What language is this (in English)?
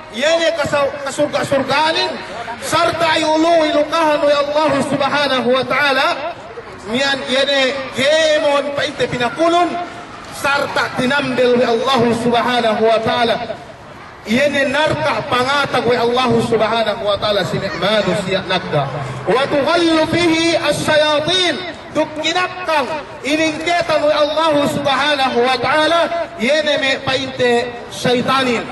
Yakan